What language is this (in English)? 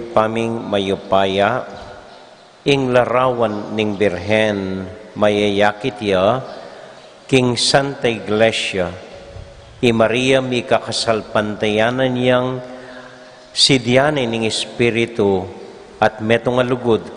Pampanga